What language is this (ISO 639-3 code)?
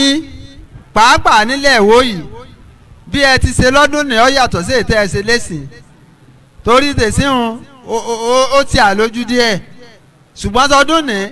yor